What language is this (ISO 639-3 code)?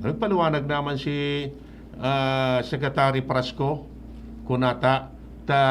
bik